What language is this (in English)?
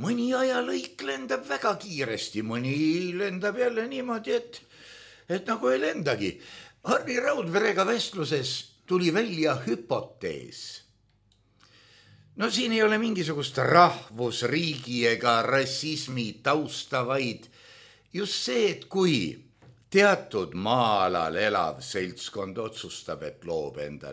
Estonian